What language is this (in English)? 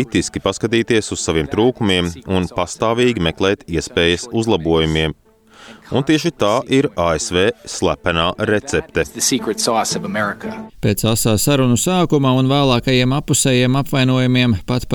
Latvian